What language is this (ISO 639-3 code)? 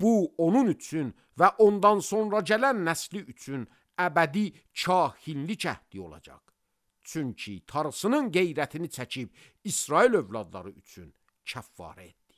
aze